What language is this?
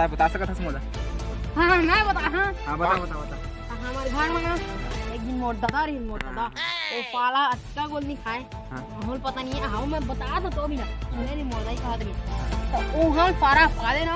Chhattisgarhi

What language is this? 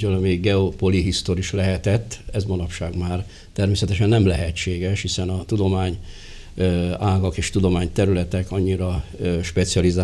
Hungarian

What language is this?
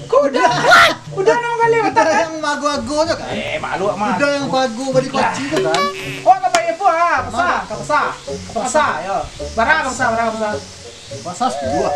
Minangkabau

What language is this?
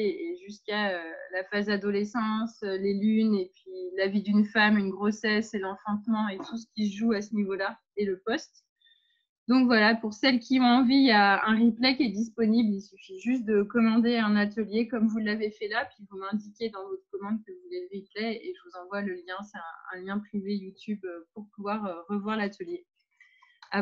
French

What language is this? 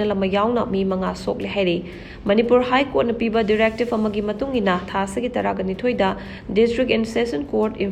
Manipuri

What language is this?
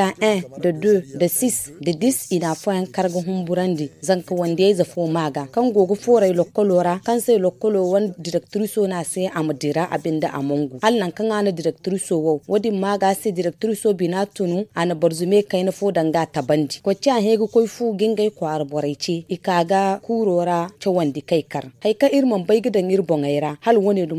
Zarma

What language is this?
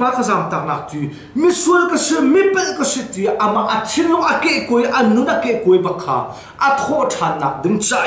Hakha Chin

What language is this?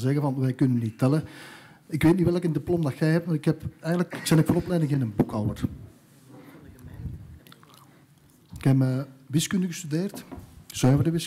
Dutch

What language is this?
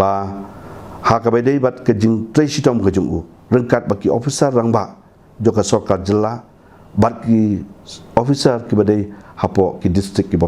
Khasi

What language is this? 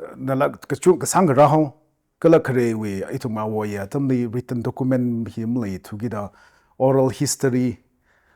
Tangkhul Naga (India)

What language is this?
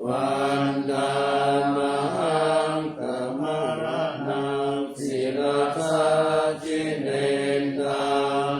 Pali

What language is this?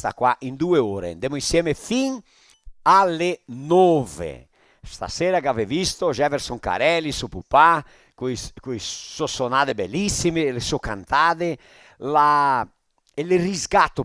Venetian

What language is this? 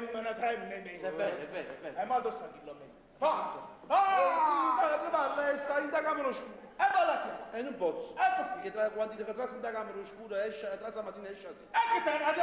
Neapolitan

